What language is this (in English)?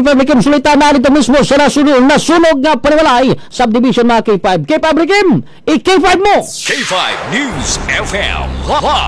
Cebuano